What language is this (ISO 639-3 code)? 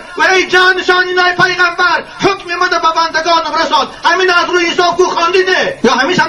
tgk